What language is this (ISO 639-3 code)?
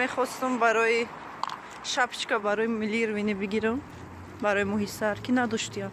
tgk